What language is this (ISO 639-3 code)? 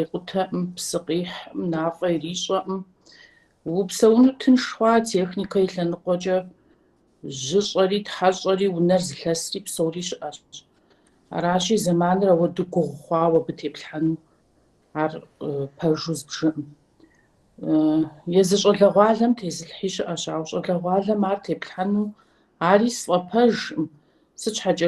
kbd